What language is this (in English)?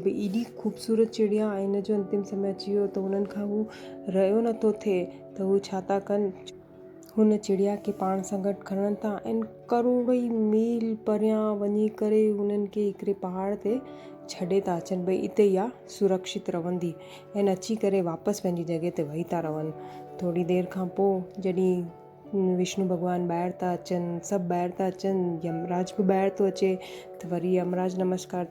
Sindhi